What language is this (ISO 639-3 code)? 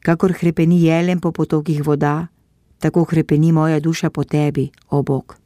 slv